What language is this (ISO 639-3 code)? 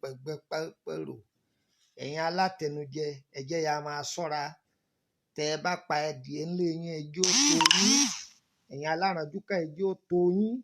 yor